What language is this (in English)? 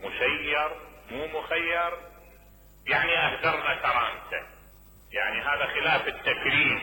Mesopotamian Arabic